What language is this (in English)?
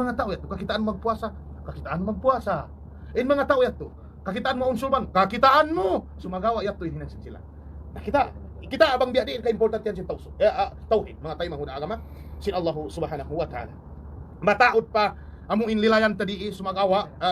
Tausug